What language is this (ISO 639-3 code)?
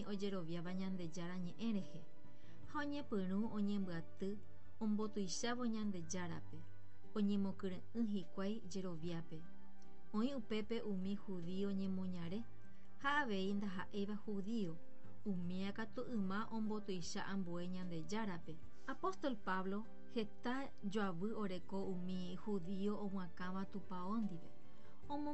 grn